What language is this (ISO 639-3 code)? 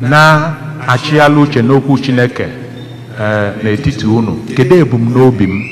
ibo